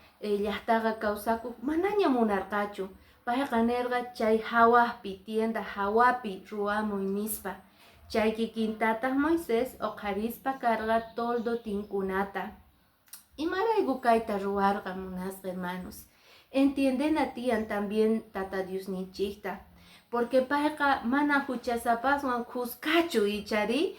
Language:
Quechua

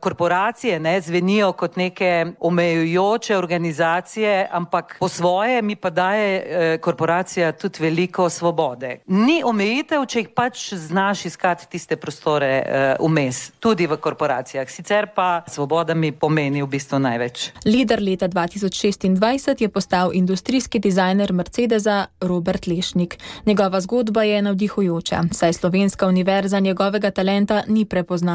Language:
Slovenian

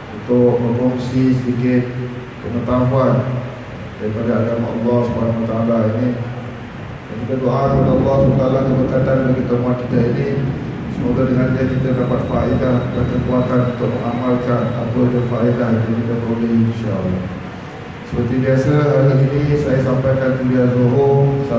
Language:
Malay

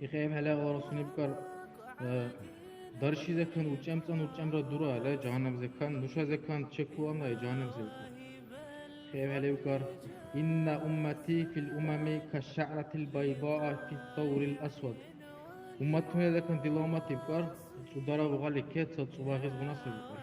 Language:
Dargwa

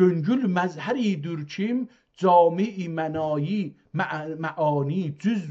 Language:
South Azerbaijani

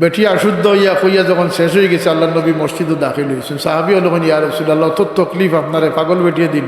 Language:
Sylheti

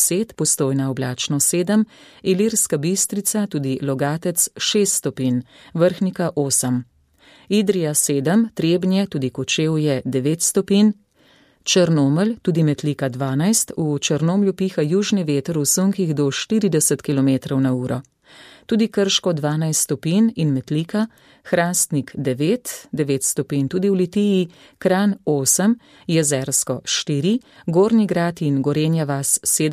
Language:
Slovenian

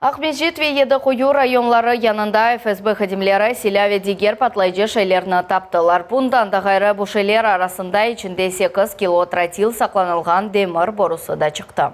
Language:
Crimean Tatar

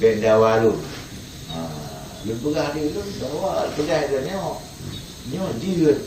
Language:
Achinese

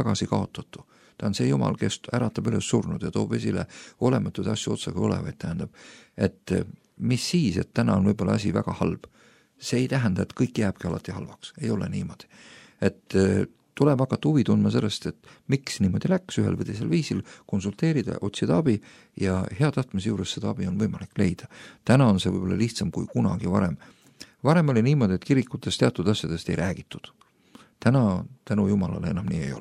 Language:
Estonian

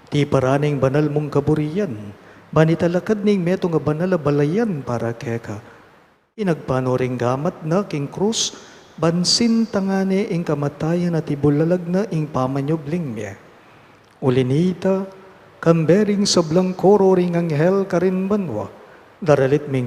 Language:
Pampanga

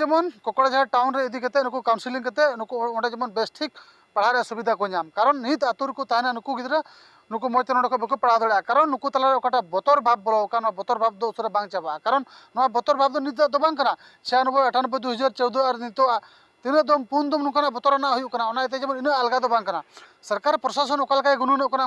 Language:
Santali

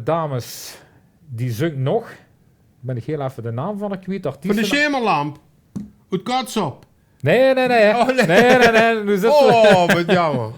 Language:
Limburgish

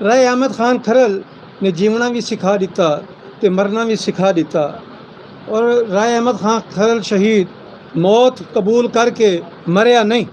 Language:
Saraiki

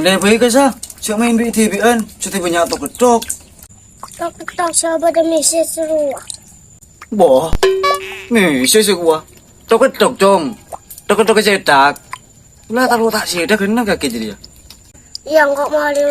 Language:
Madurese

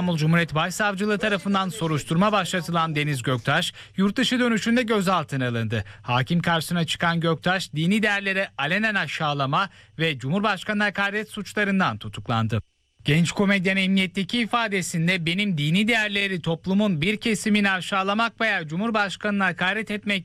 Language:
Turkish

